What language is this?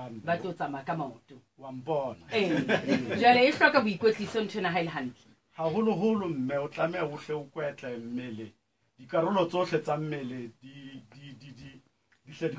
Southern Sotho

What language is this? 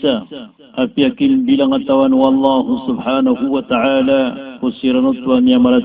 Maranao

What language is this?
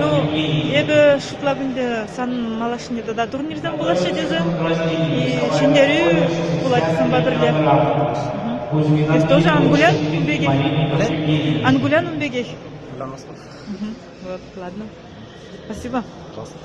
Chuvash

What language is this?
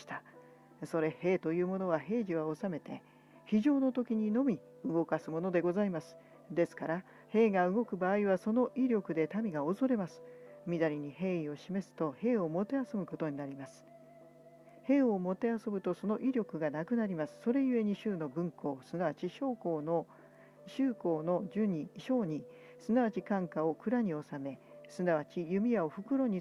Japanese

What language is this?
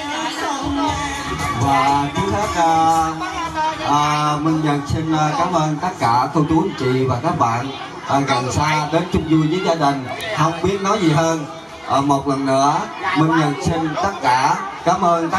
Vietnamese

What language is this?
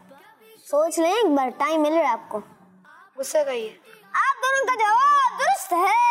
Urdu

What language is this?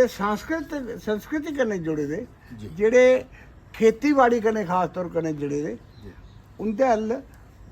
Dogri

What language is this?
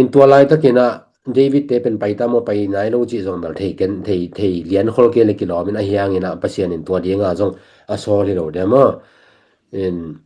Tedim Chin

